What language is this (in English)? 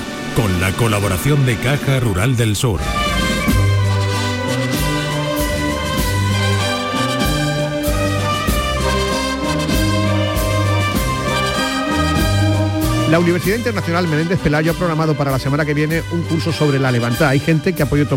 Spanish